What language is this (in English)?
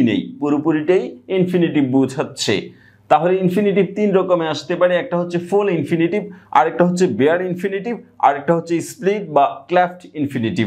Bangla